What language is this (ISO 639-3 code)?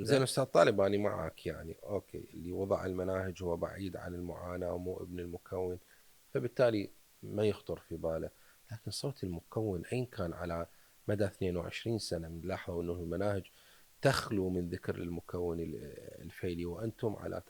acm